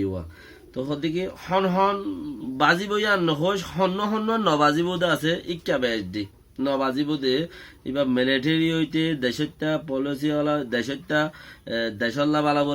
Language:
Rohingya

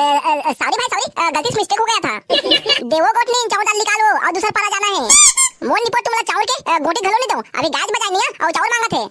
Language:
Chhattisgarhi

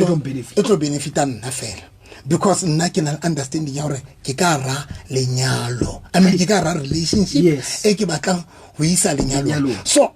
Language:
Southern Sotho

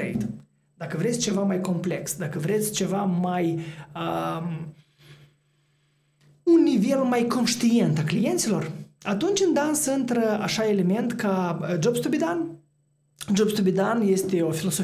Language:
Romanian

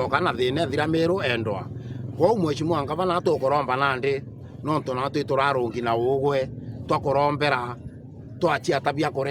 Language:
Meru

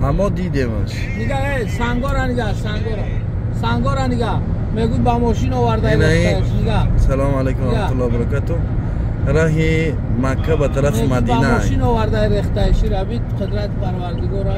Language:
Tajik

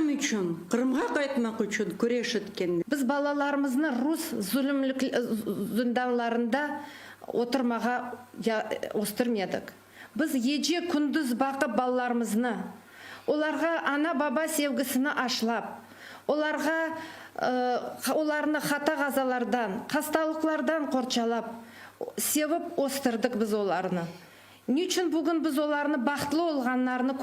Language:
Crimean Tatar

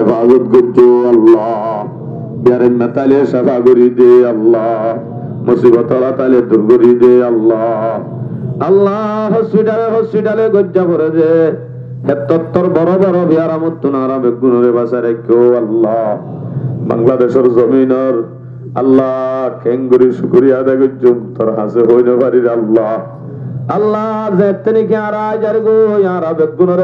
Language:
Rohingya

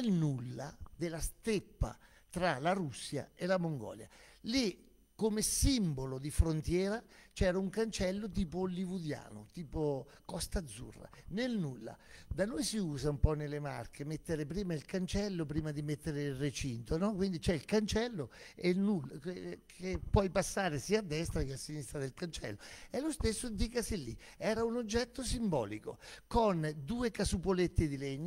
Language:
Italian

